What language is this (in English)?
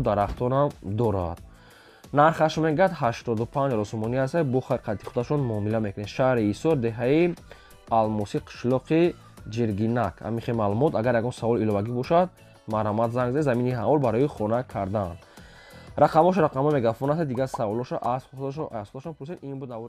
Tajik